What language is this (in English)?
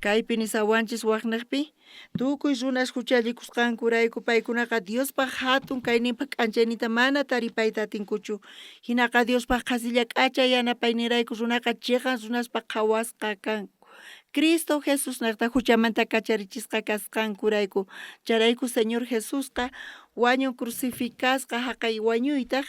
South Bolivian Quechua